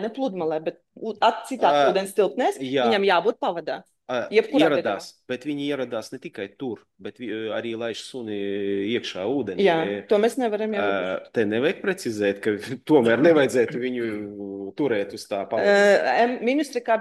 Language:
Latvian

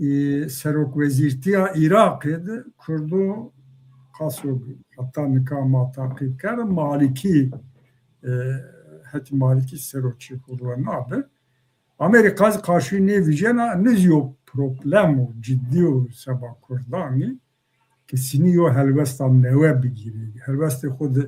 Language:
Zaza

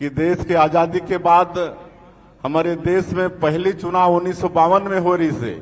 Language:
Chhattisgarhi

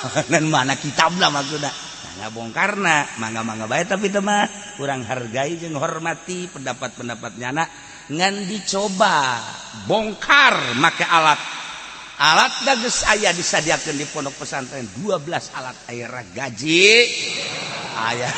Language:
Sundanese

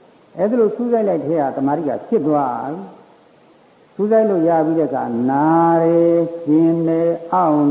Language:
Burmese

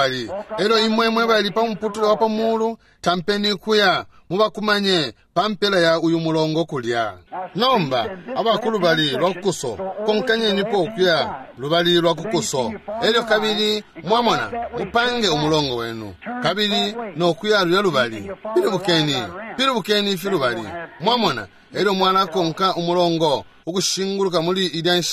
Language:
Bemba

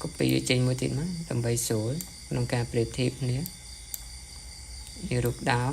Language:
Khmer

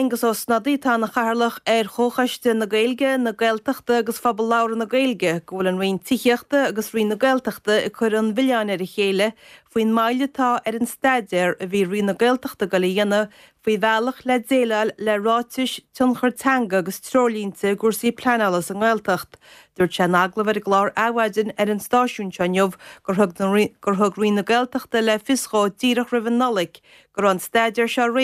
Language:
Irish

